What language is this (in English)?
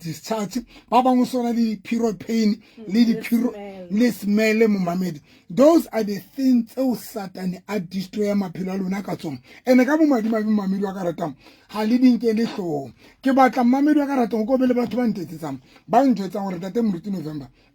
Southern Sotho